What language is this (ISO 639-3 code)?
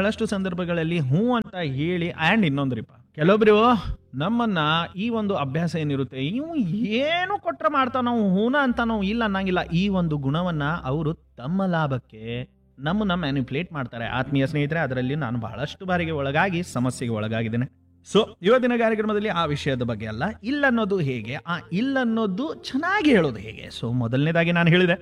kan